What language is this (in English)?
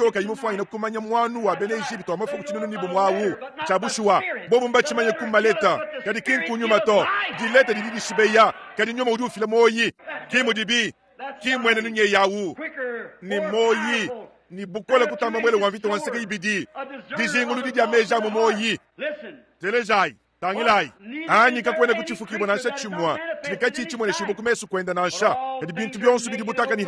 Luba-Lulua